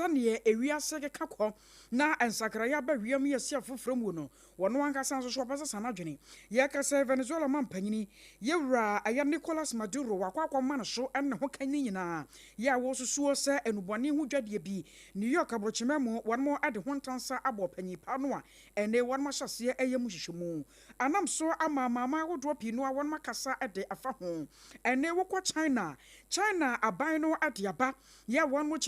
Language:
Akan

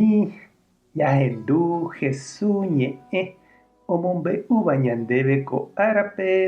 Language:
Guarani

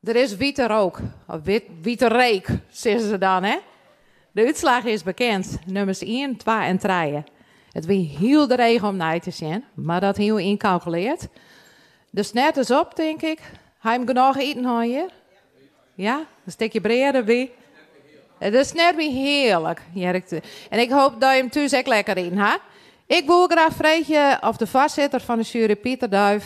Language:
Western Frisian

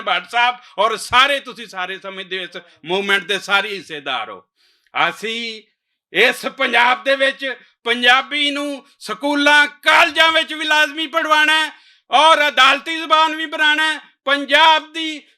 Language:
Western Panjabi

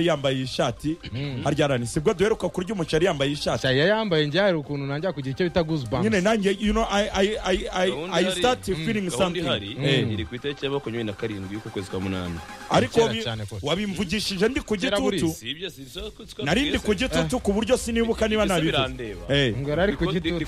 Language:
Kinyarwanda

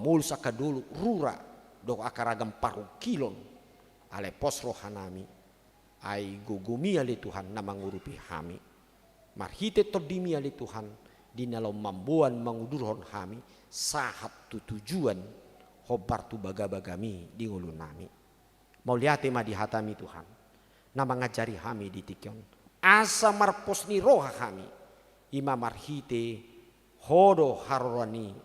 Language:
Batak Toba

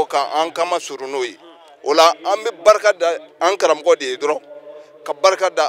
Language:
Bambara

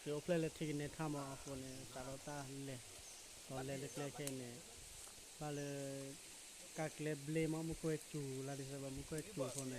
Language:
S'gaw Karen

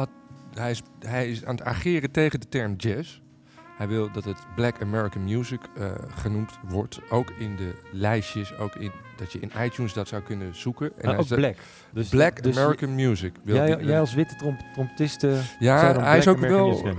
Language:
Dutch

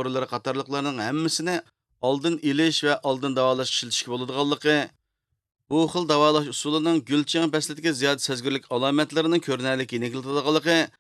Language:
Uyghur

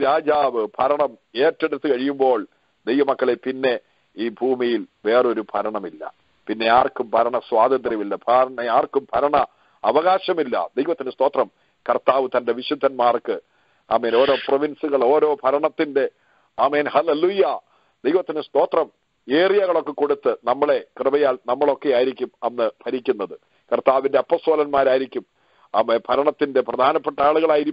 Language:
Malayalam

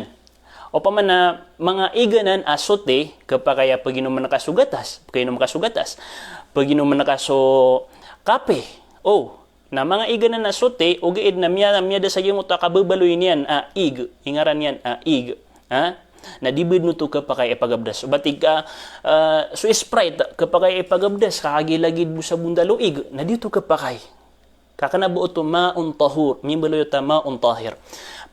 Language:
Maranao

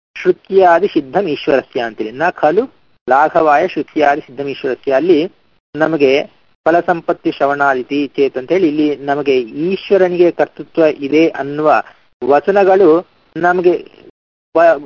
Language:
Kannada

